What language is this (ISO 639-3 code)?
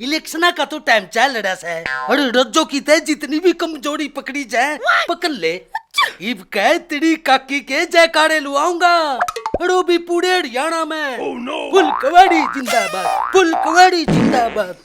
bgc